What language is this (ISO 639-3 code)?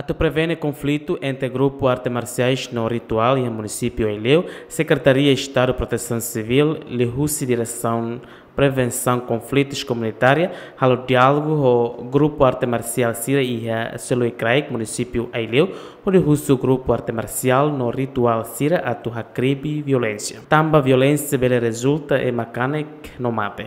tet